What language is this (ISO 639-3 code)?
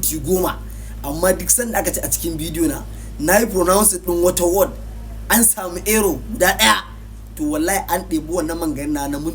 hau